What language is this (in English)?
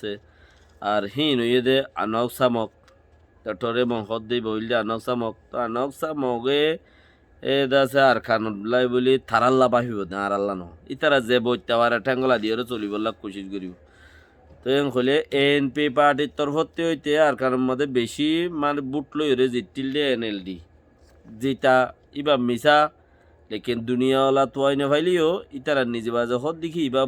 Rohingya